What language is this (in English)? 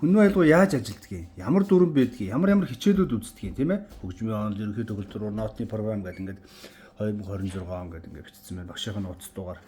Mongolian